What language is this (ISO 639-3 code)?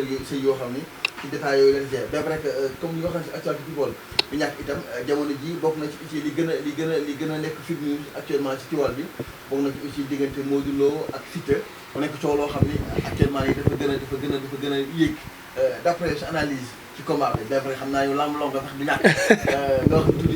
wol